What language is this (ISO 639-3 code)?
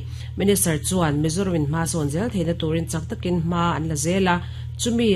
lus